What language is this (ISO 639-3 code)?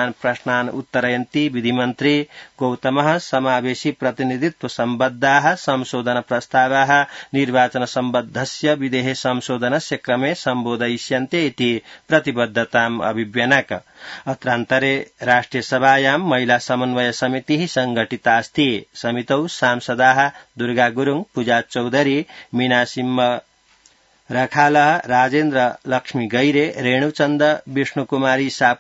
san